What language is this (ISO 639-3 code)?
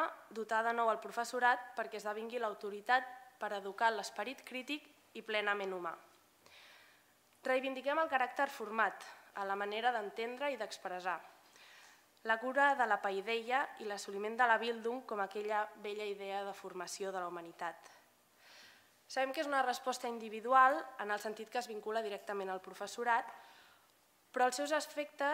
cat